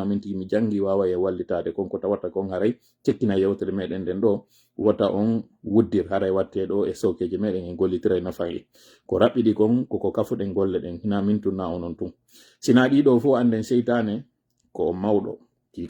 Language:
Pular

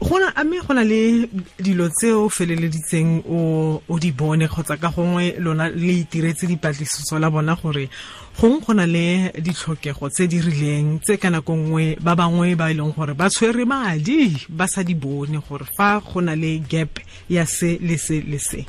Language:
Tswana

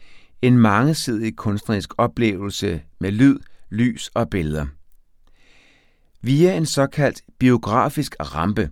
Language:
Danish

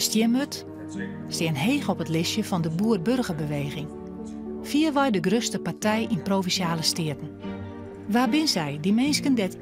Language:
Western Frisian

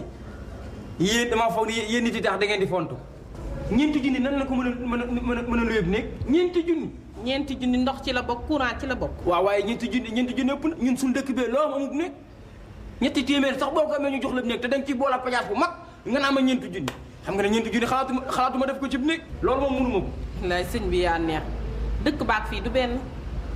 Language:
Wolof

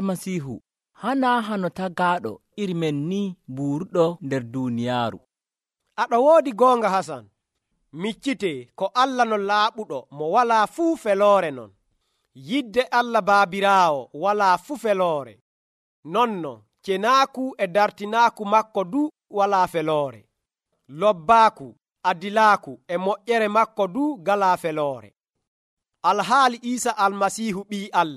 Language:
Nigerian Fulfulde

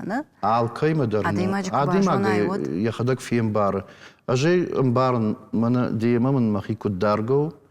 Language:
Ossetic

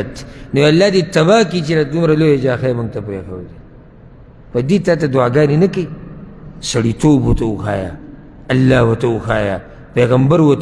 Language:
Pashto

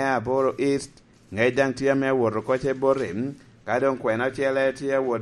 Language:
Lango (Uganda)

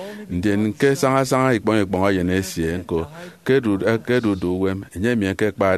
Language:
Efik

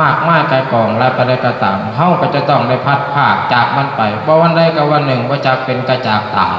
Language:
Lao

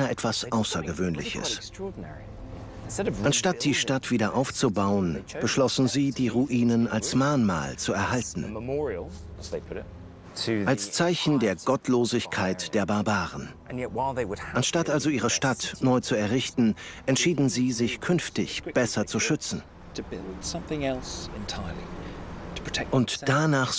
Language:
German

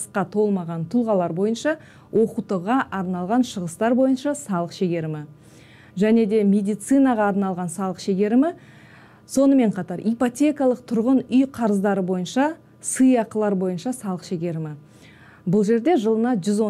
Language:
Kazakh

